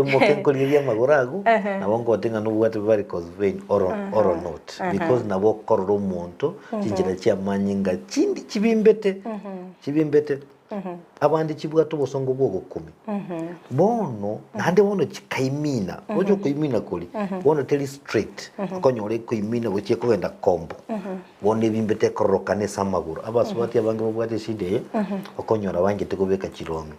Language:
Gusii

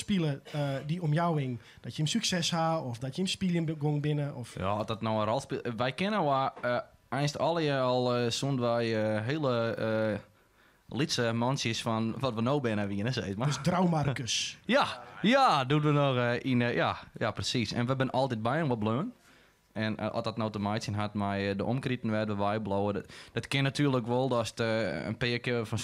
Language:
Western Frisian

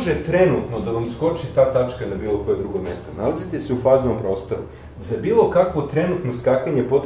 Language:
Serbian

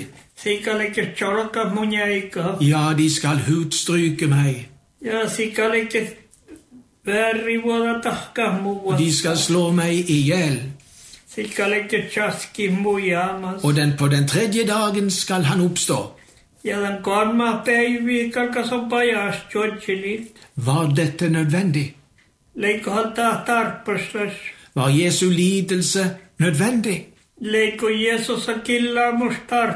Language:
Norwegian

